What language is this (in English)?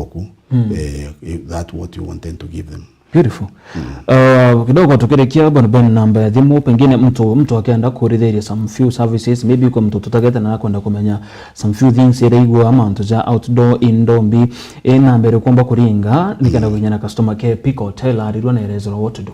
Meru